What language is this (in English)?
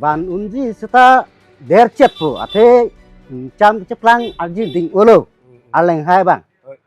Karbi